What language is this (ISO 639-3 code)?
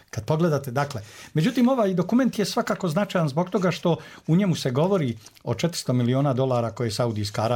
bos